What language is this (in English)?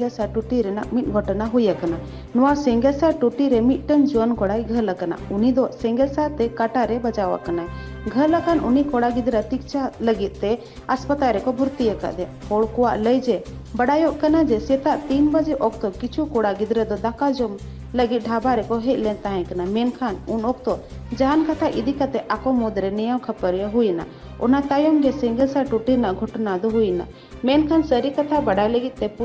Santali